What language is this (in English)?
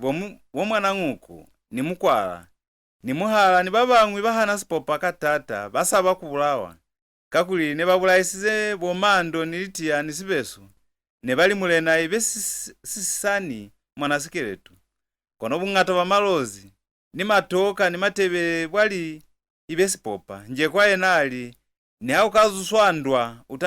Lozi